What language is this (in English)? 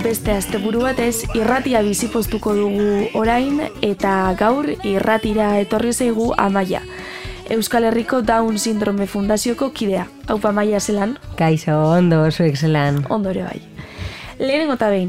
Basque